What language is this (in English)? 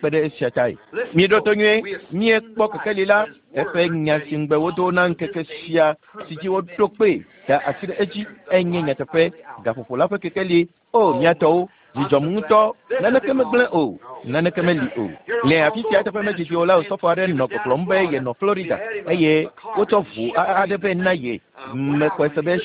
Ewe